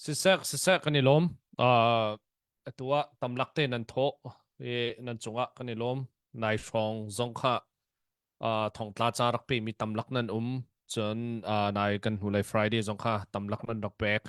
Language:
Hakha Chin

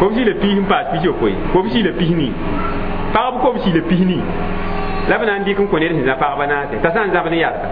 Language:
Mossi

